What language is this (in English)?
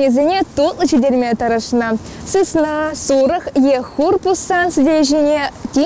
Chuvash